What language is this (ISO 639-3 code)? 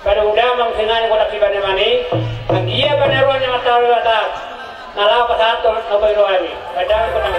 bbc